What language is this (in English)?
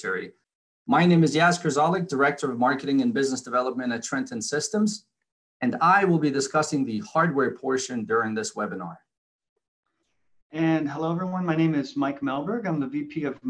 English